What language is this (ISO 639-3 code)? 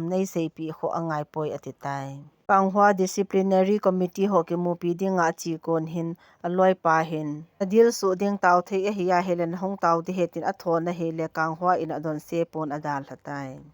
tcz